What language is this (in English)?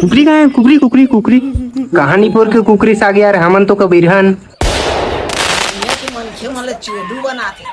Chhattisgarhi